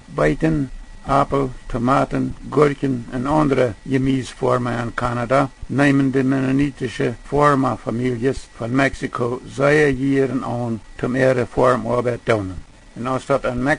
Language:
Plautdietsch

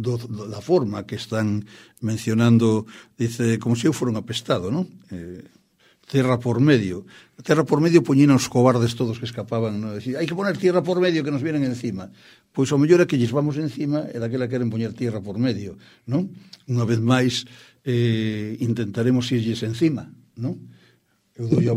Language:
Galician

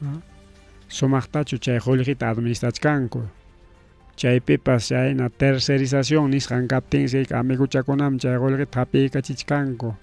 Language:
Ayacucho Quechua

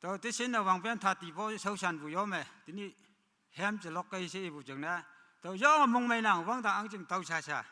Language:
Naga Pidgin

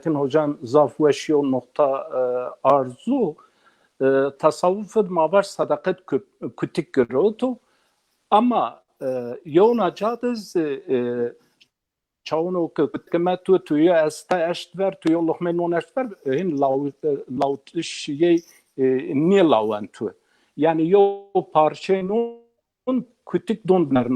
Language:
Zaza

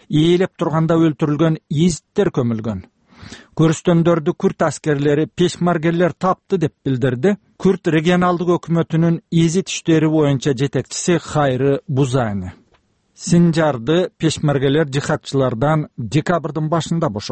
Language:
Kyrgyz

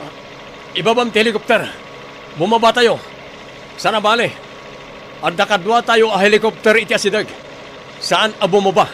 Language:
Iloko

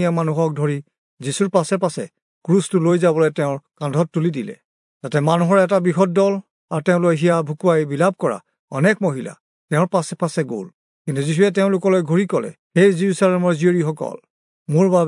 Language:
Assamese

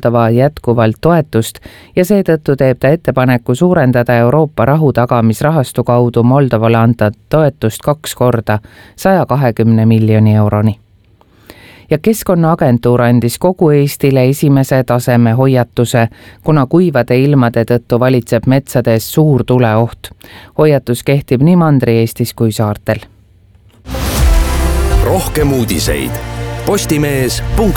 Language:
Estonian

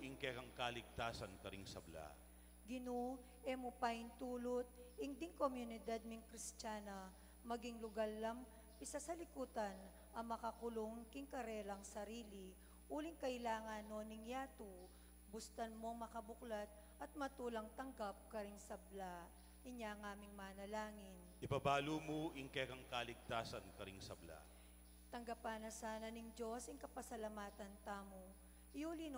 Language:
Pampanga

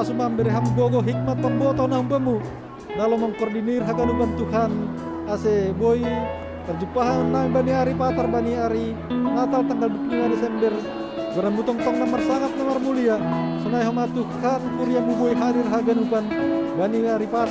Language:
Batak Simalungun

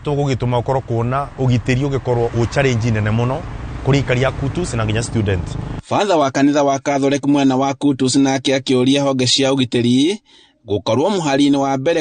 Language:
Kikuyu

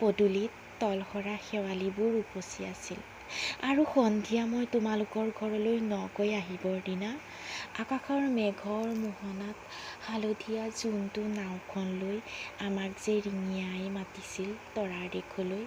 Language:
Assamese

